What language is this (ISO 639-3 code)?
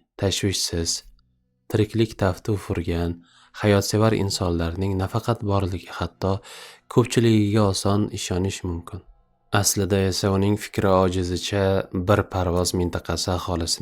uzb